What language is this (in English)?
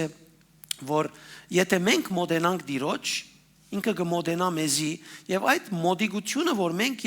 Western Armenian